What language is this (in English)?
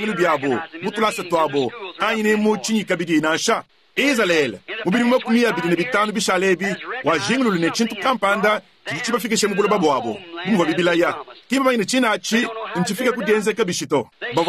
Luba-Lulua